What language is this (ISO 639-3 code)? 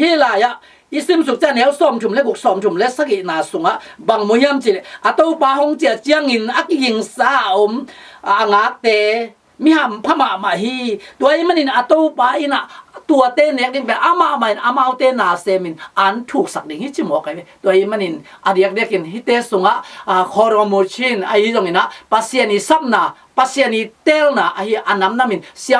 ctd